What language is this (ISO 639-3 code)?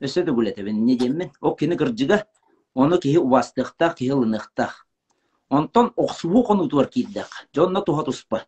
sah